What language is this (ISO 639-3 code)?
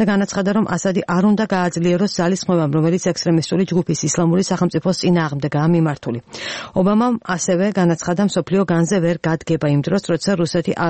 kat